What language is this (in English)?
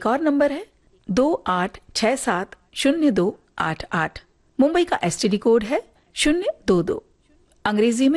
Hindi